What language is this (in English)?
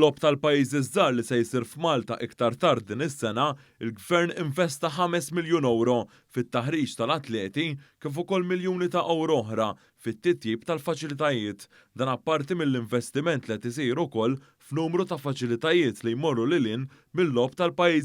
Maltese